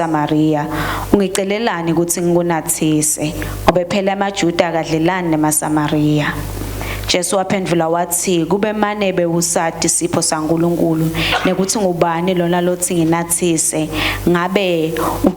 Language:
Swati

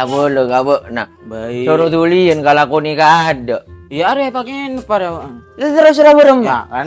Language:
Madurese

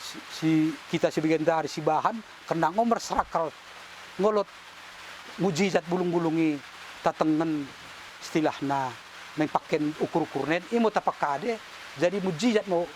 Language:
Batak Dairi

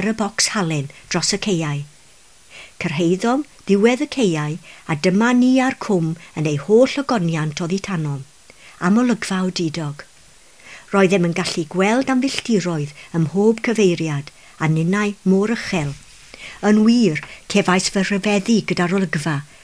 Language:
Welsh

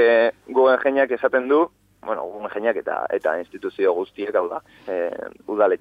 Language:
Basque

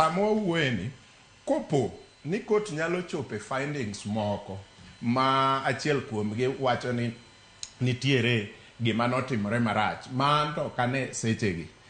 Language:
Luo (Kenya and Tanzania)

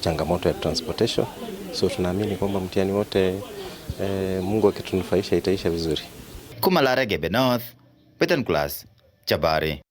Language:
Meru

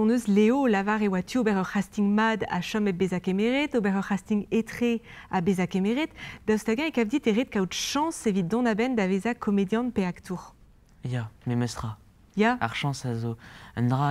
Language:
Breton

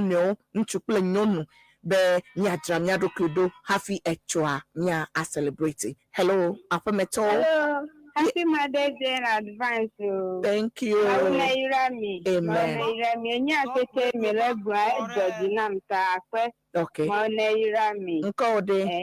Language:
Ewe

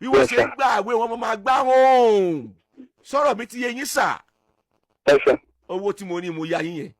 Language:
Yoruba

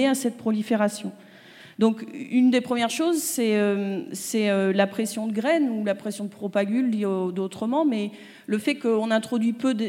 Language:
French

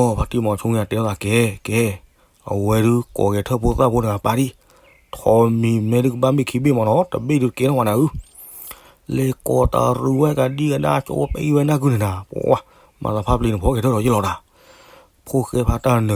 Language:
S'gaw Karen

